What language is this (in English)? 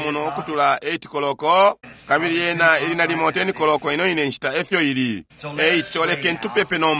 Bemba